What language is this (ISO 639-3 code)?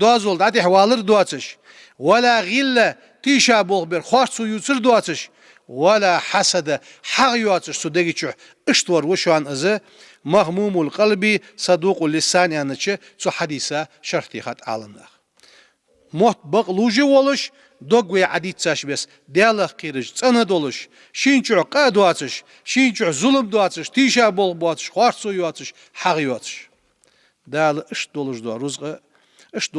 inh